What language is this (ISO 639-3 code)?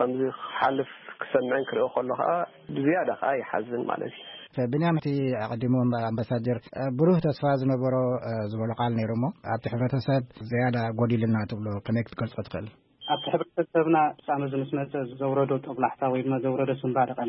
tir